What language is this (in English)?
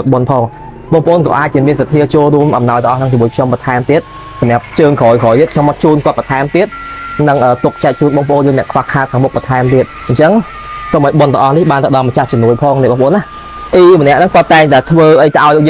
Khmer